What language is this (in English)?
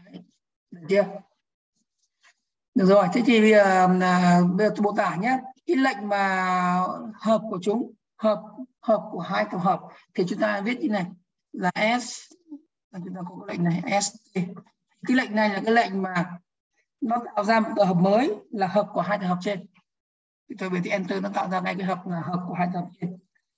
Vietnamese